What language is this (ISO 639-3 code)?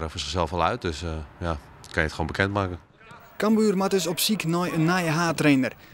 fry